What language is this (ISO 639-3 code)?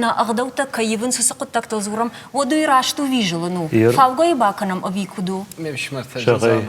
oss